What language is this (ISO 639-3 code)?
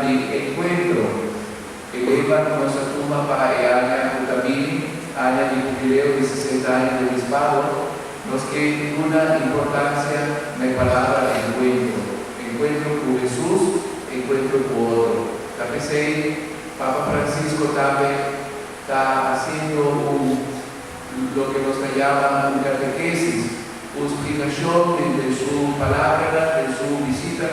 pap